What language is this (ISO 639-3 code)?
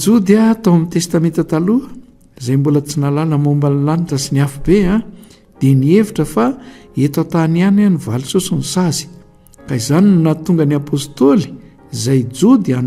mlg